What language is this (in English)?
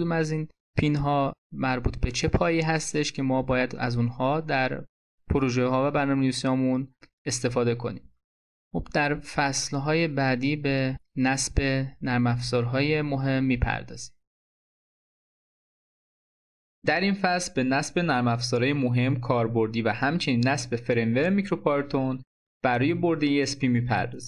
Persian